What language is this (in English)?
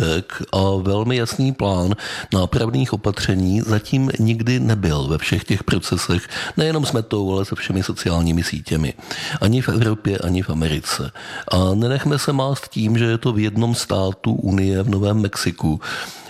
Czech